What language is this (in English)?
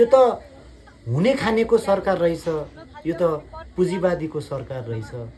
Nepali